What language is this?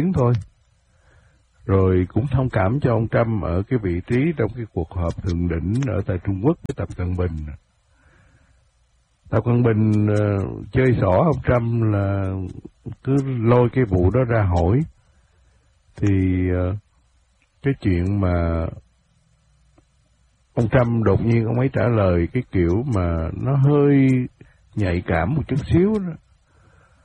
Vietnamese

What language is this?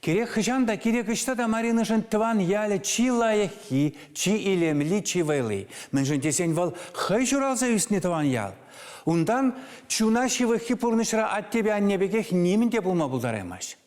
Chuvash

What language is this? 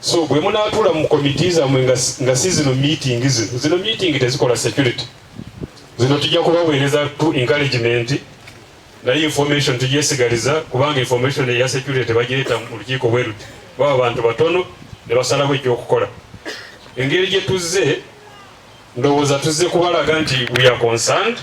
Ganda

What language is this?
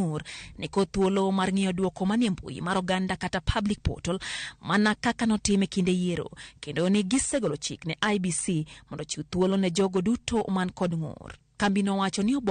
Luo (Kenya and Tanzania)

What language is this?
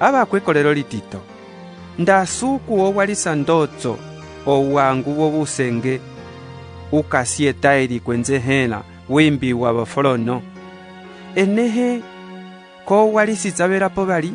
Umbundu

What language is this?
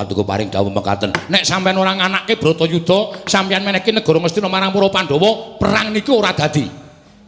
Javanese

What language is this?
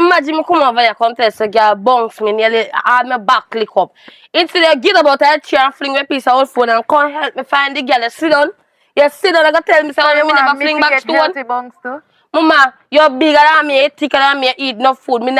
Jamaican Creole English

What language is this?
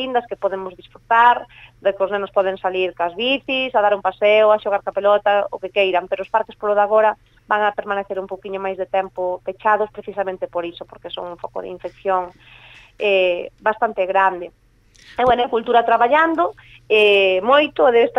Galician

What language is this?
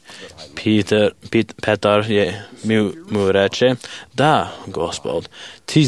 Serbian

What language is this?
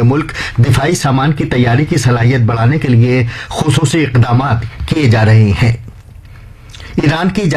Urdu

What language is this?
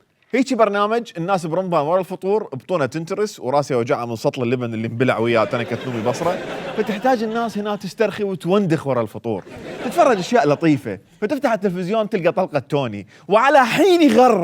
Mesopotamian Arabic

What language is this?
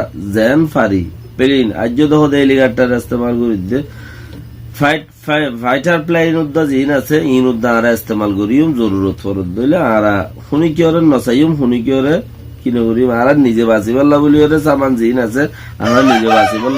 Rohingya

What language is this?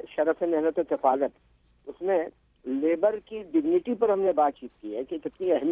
Urdu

